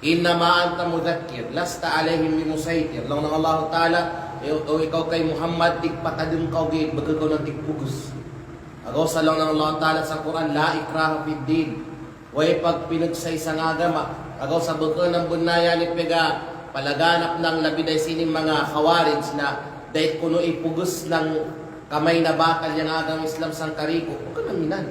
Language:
Kalagan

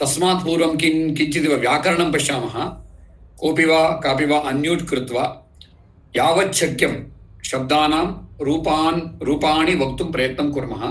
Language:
Sanskrit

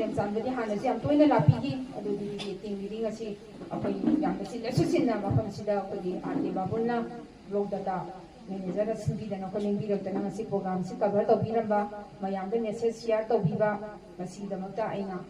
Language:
Manipuri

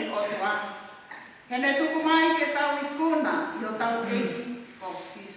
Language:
Tongan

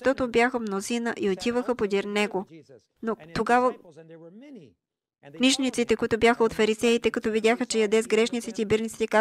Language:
Bulgarian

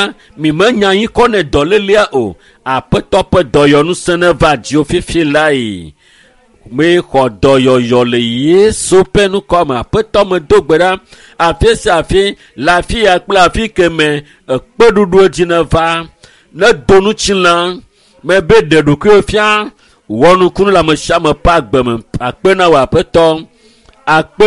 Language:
Ewe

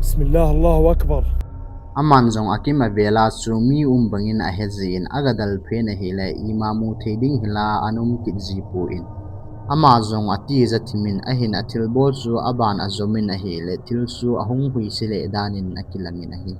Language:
Thado Chin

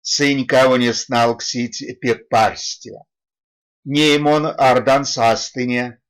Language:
Erzya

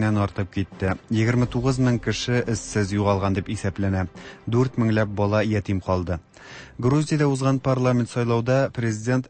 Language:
Tatar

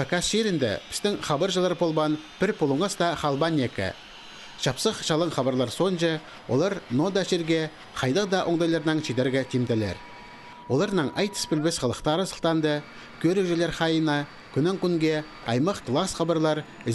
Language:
Khakas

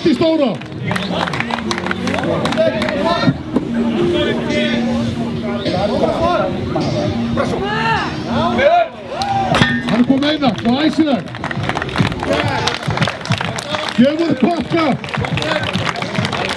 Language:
Icelandic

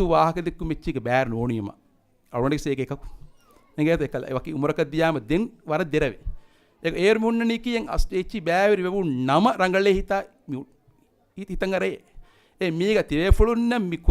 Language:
Divehi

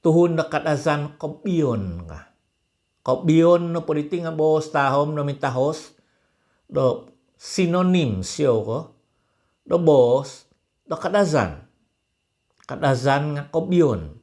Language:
Central Dusun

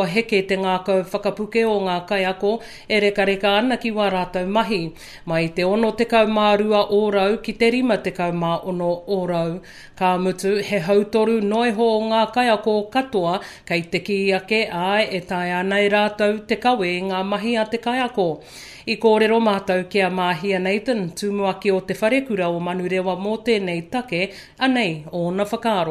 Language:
Māori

